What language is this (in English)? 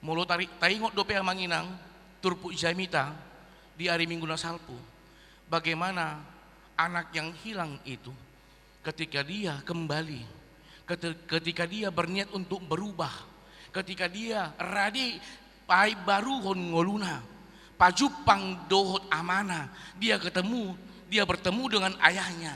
Batak Toba